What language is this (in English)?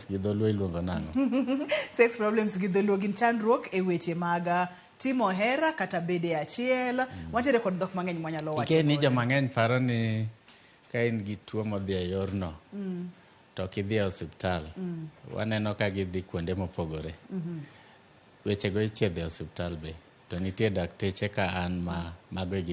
Luo (Kenya and Tanzania)